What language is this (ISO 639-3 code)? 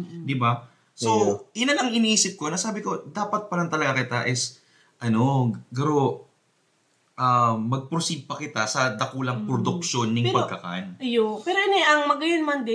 bik